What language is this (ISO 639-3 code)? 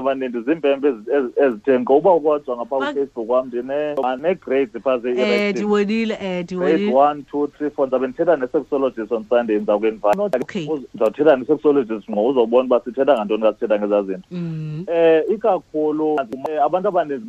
xho